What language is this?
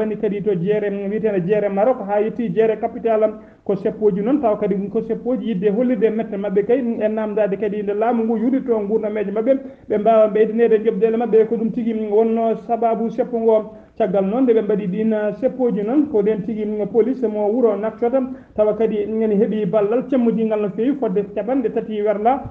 Fula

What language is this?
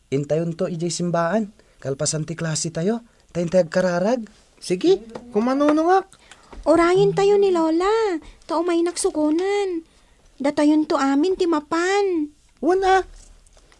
Iloko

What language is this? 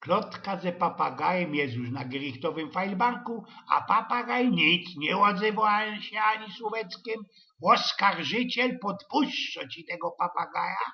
Silesian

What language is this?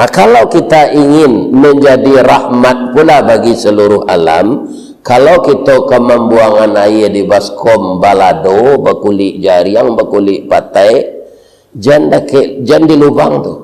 Minangkabau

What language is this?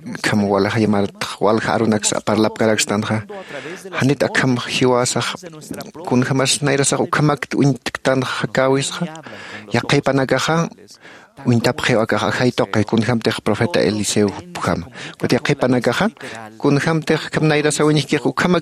Aymara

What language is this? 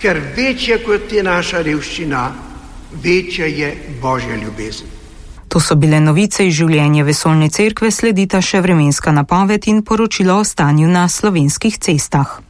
Slovenian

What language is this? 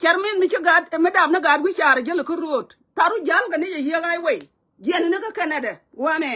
Nuer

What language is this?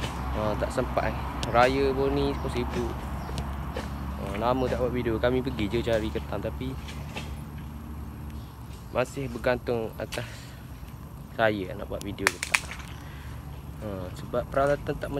Malay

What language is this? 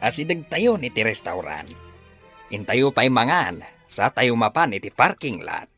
Iloko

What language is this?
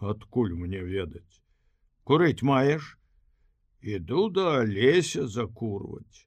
Belarusian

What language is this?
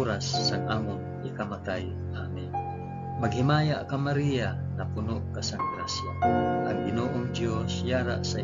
Hiligaynon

